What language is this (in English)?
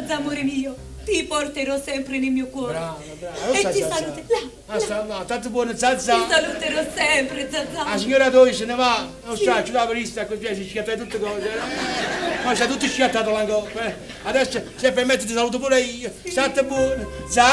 Neapolitan